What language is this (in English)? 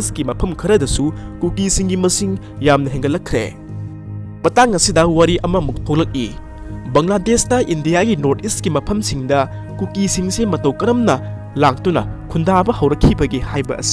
Manipuri